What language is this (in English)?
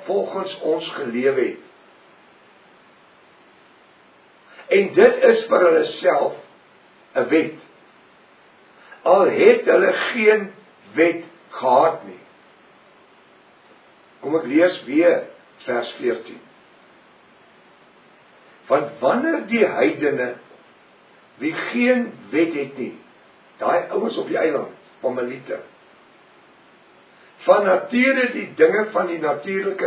Afrikaans